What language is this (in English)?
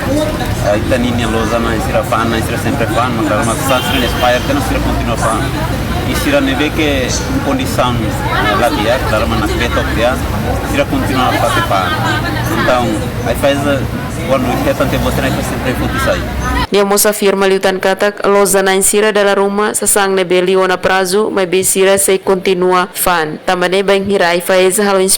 Tetum